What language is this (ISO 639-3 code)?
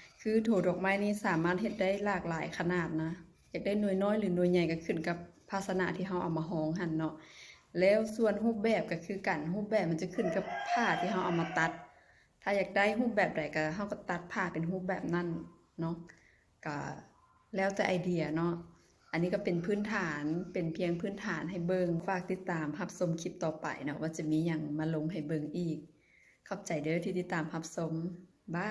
lao